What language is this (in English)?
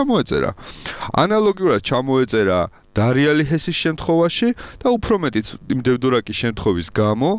Georgian